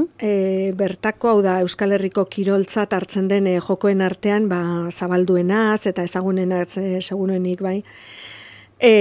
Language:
Basque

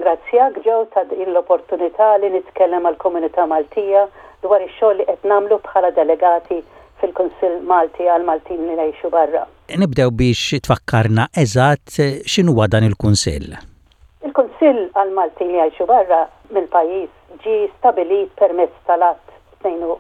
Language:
Maltese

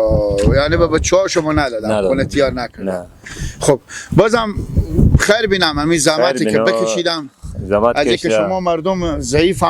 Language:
Persian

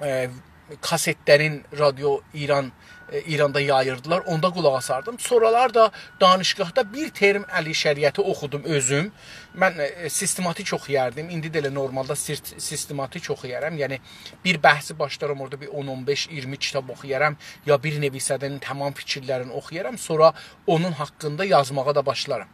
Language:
South Azerbaijani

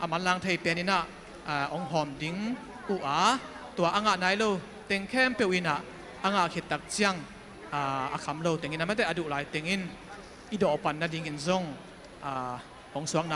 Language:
Tedim Chin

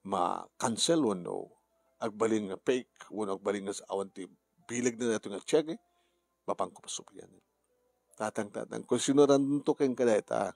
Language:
Iloko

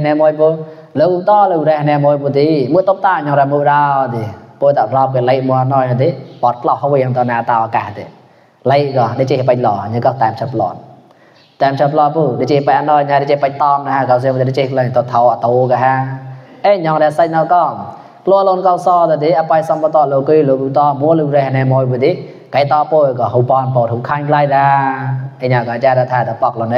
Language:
Mon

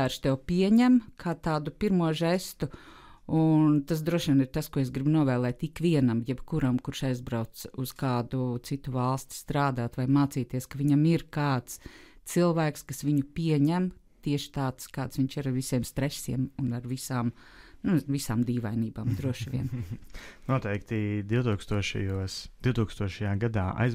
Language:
Latvian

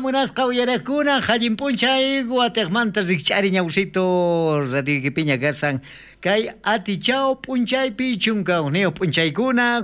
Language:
South Bolivian Quechua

